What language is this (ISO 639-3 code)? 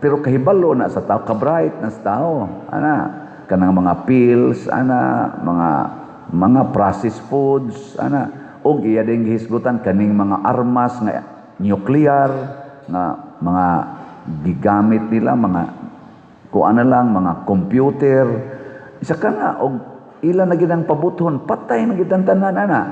ceb